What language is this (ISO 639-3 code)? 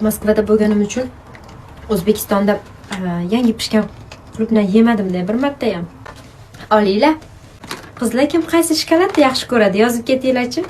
uzb